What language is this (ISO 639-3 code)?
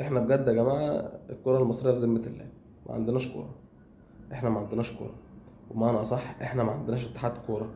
arz